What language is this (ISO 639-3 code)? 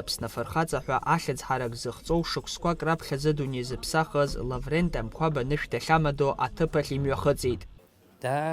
abk